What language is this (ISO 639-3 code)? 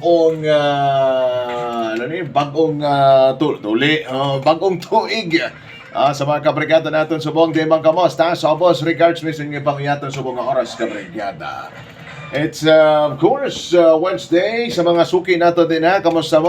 hil